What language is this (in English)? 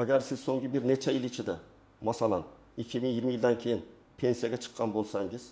Uzbek